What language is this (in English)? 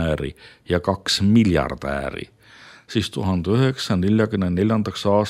Estonian